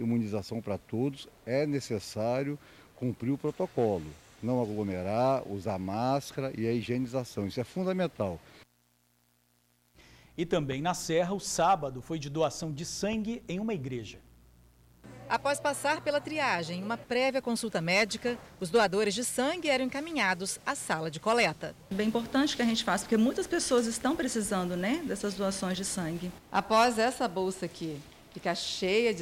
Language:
Portuguese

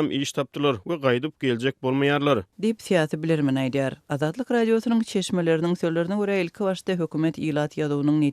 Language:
Turkmen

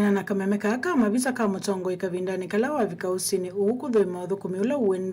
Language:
Kamba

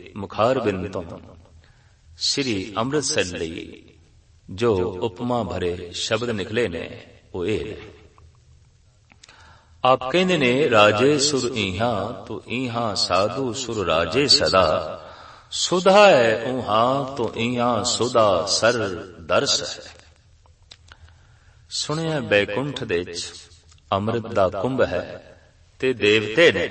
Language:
Punjabi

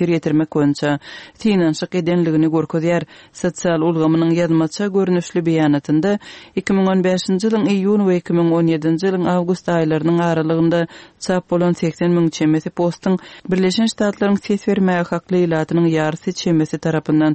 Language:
Turkmen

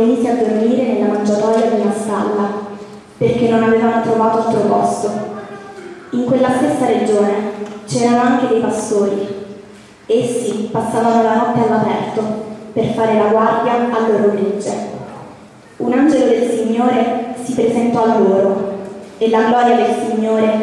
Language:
Italian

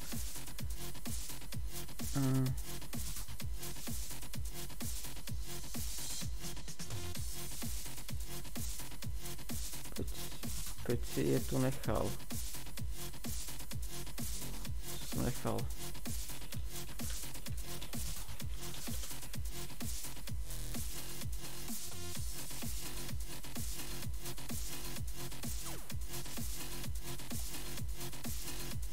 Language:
Czech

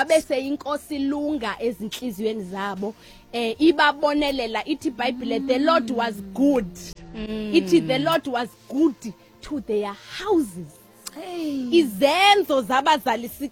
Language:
Xhosa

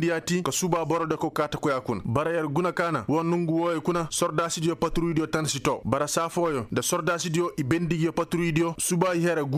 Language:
Koyraboro Senni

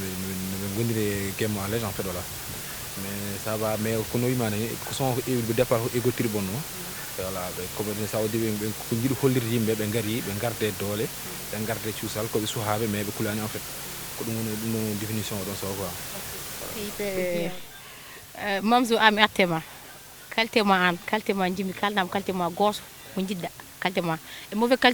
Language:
Fula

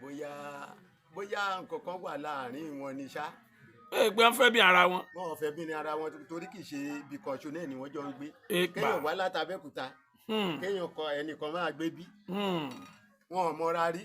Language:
Yoruba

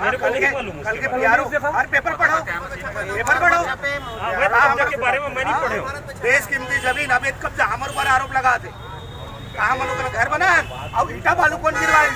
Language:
Chhattisgarhi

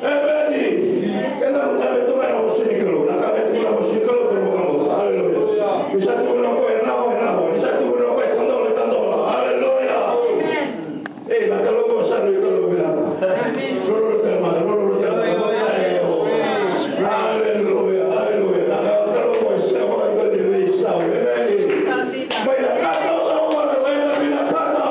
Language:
Fijian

